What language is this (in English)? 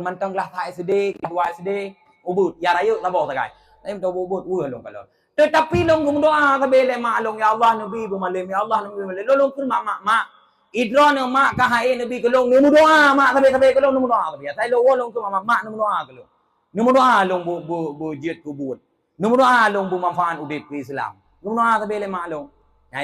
Achinese